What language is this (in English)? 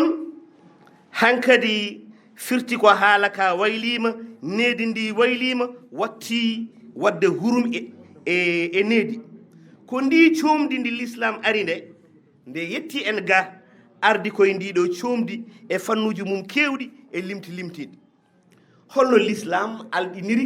Fula